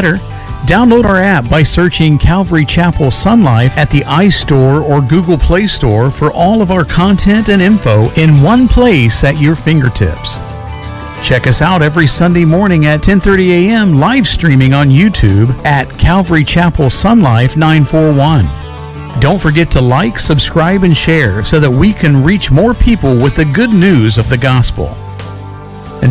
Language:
English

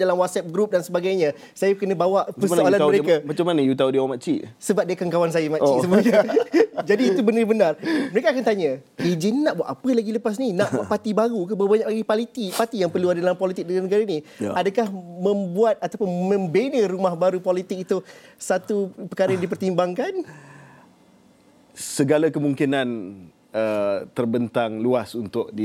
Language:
Malay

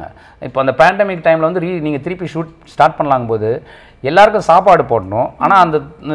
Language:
Tamil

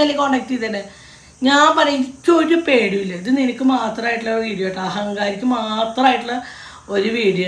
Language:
Malayalam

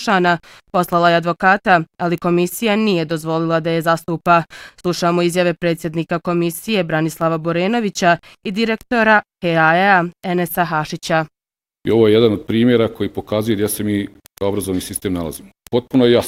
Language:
Bosnian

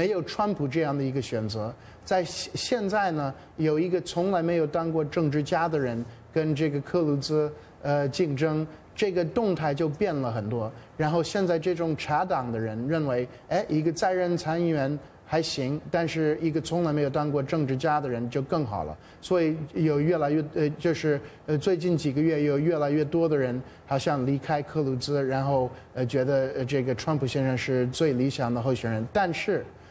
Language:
Chinese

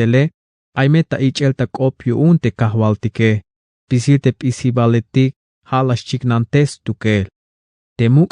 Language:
Tzeltal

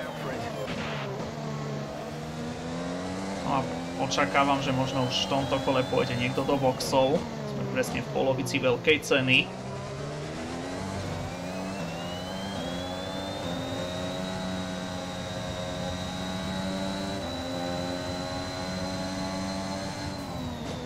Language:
Slovak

